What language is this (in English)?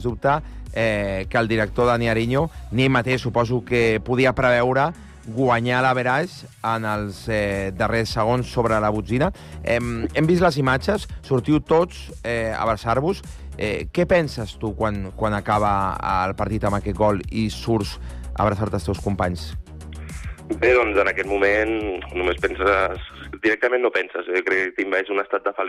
Catalan